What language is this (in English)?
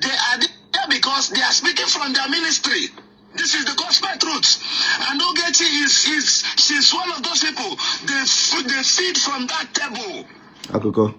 Igbo